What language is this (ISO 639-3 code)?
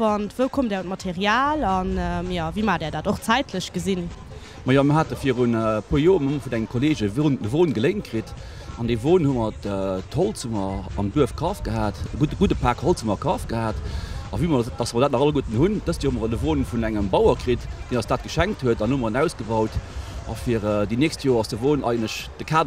ltz